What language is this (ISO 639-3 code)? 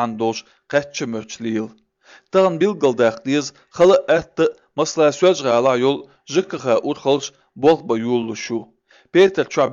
slv